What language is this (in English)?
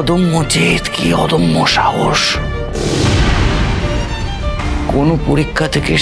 Bangla